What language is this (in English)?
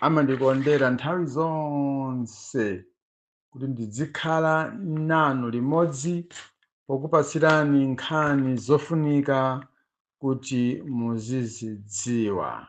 Nyanja